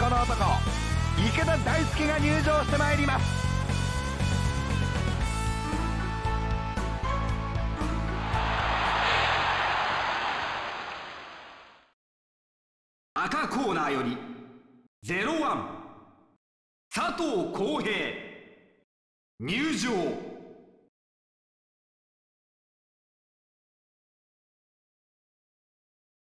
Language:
Japanese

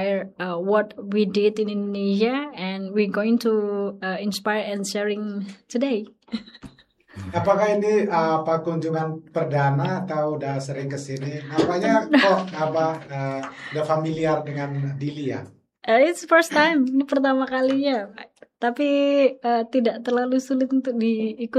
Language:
Indonesian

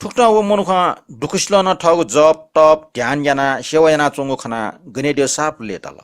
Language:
Newari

